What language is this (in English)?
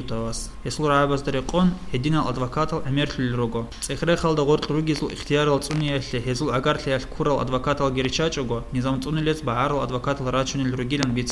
Avaric